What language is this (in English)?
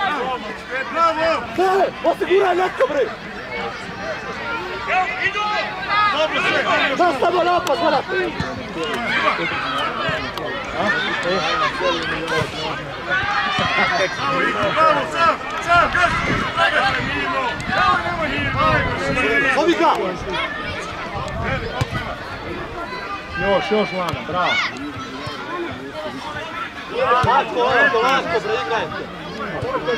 Serbian